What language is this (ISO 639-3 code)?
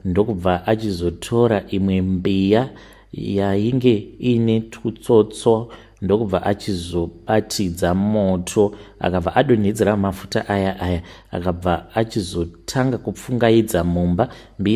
sna